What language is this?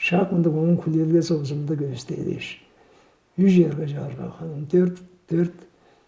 Tuvinian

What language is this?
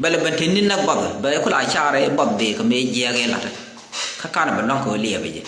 Nuer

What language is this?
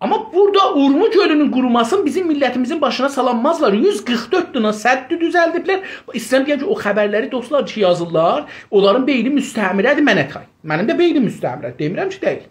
South Azerbaijani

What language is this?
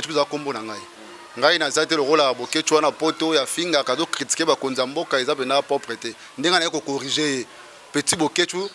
Lingala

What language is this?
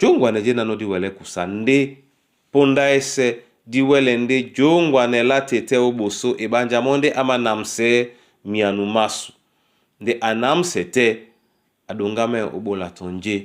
Duala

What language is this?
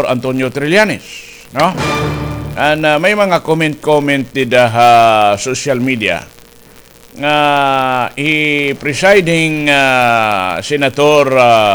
Waray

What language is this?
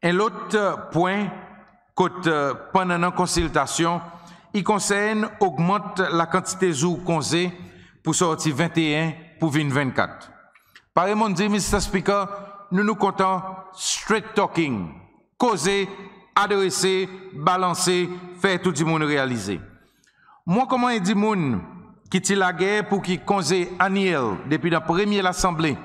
Seselwa Creole French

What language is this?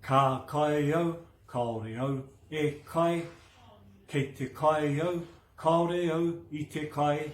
Māori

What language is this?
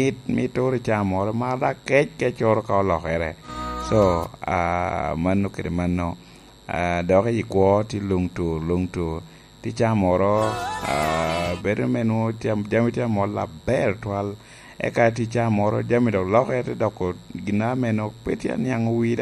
Lango (Uganda)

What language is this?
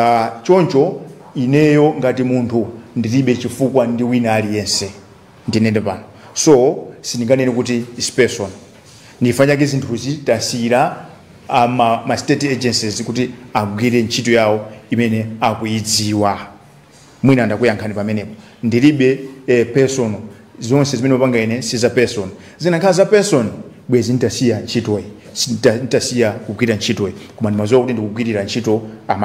Nyanja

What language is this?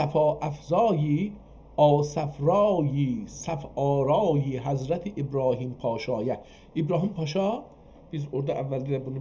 South Azerbaijani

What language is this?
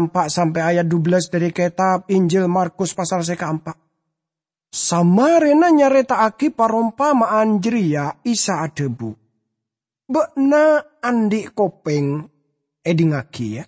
Madurese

